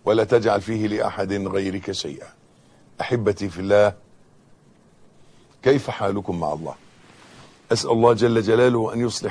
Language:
Arabic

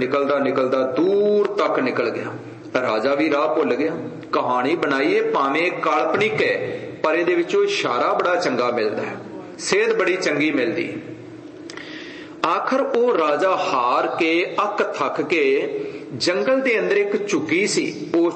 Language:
Punjabi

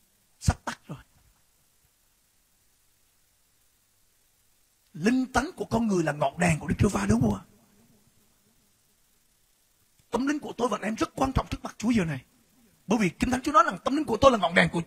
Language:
Vietnamese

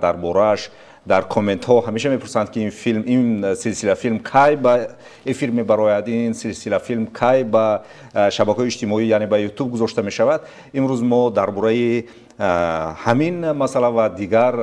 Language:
Tajik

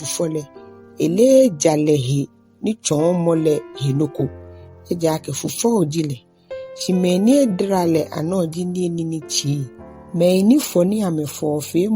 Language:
Ga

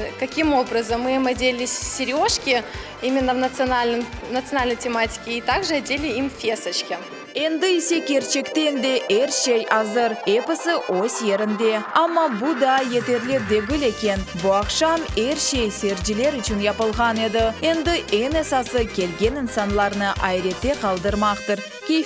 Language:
Crimean Tatar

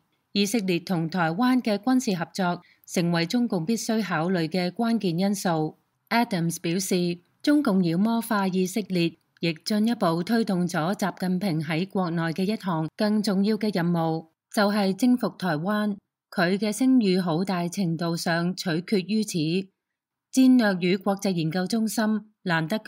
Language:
Cantonese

